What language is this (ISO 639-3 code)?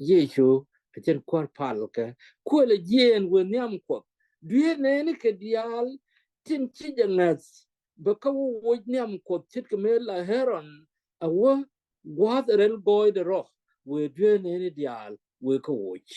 nus